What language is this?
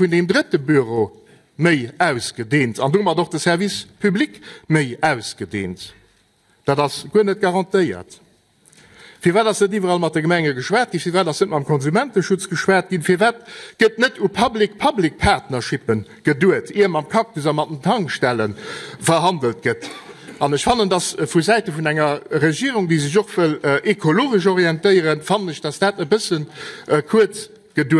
Luxembourgish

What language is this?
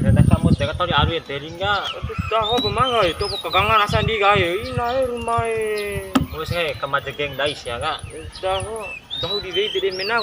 Bima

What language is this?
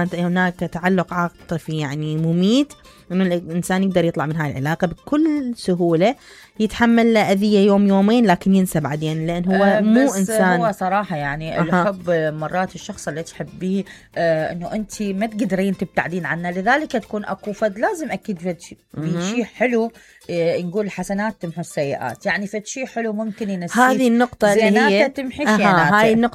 Mesopotamian Arabic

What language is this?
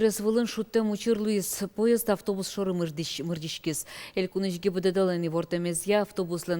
Udmurt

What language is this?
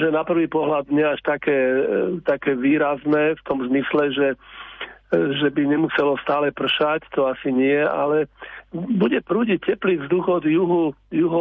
Slovak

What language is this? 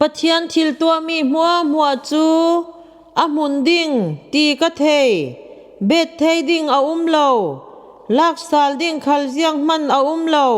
Falam Chin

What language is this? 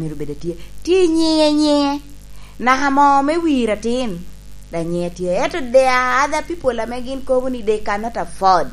Lango (Uganda)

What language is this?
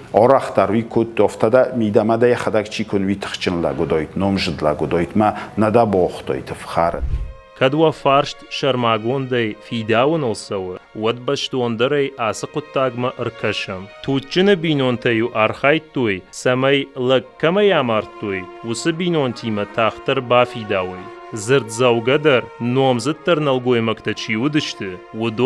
Ossetic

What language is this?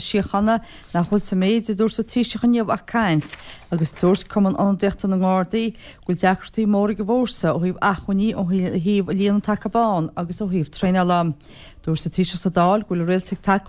Irish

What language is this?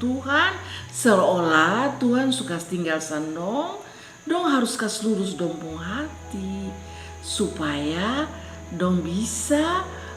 Kupang Malay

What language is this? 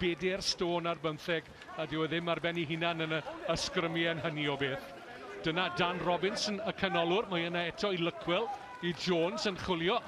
Welsh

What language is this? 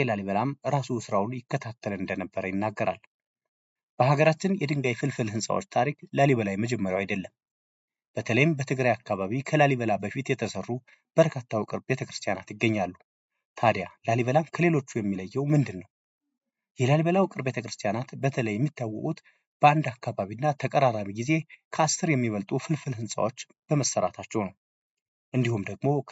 Amharic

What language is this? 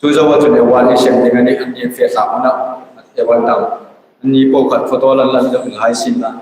Hmar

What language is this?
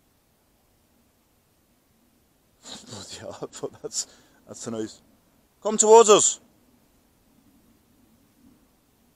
English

